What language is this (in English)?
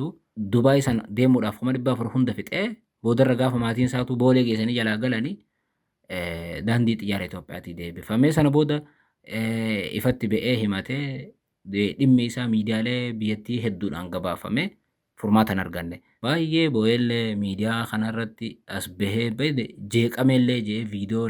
Oromo